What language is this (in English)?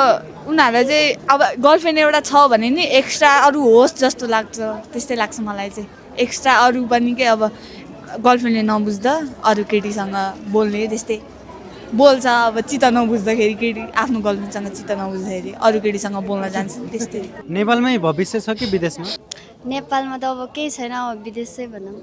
Nepali